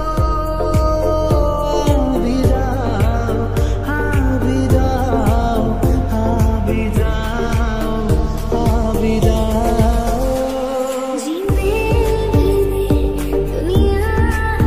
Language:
Hindi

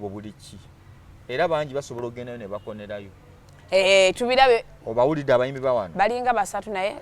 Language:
Ganda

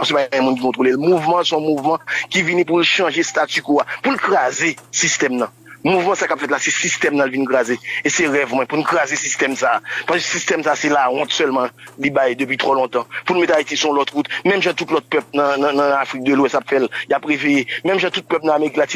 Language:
Haitian Creole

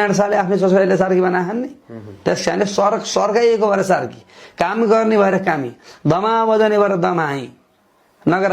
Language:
Nepali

